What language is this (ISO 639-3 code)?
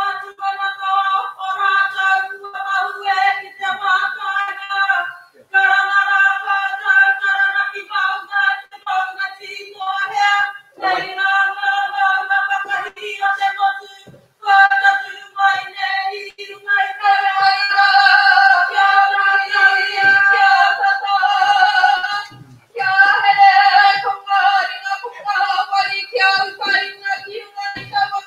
mri